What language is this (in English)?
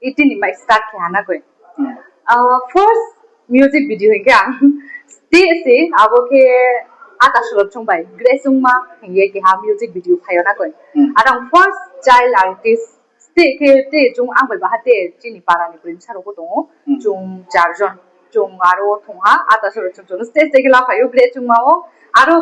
Riang (India)